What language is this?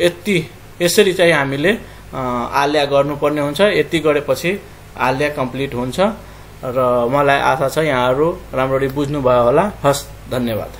Nepali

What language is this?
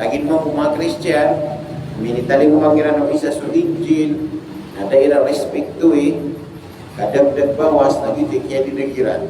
Maranao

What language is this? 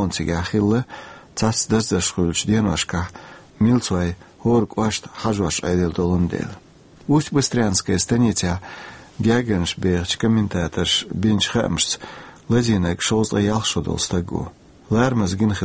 Chechen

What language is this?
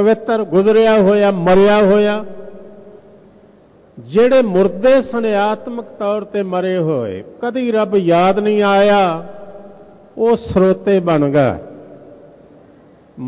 Punjabi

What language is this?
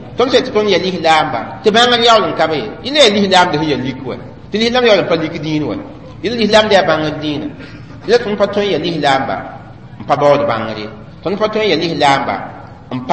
Mossi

